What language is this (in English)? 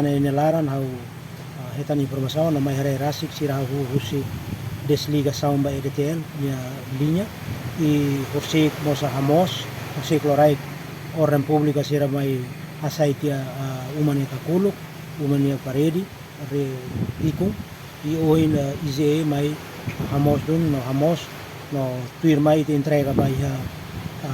Tetum